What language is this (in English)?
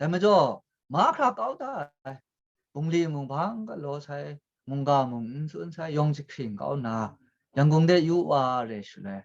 Kachin